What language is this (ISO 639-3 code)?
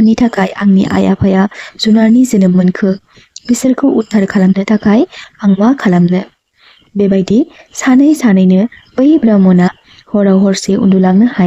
brx